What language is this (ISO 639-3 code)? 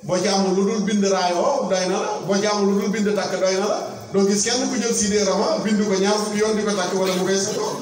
wol